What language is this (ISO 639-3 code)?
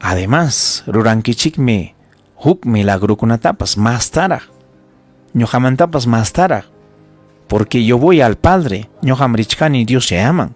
quy